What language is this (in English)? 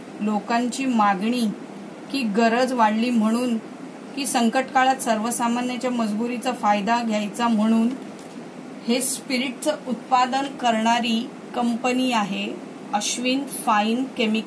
Marathi